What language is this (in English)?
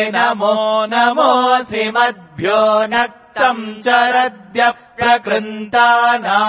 Sanskrit